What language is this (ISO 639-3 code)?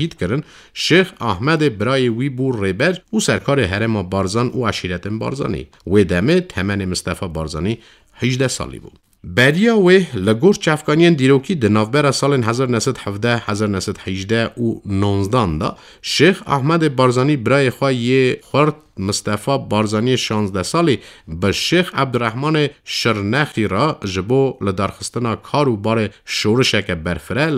kur